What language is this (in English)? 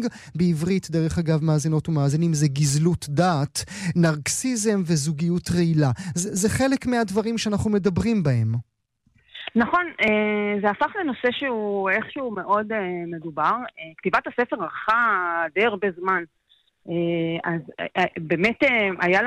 Hebrew